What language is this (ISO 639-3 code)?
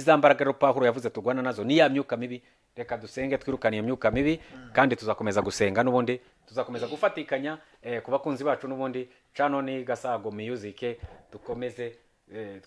kin